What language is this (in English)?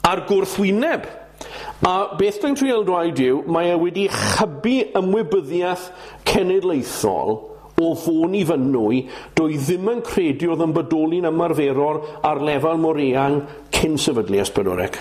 Welsh